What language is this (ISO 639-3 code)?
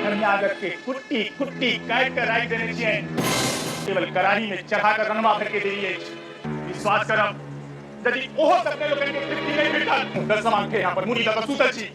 mai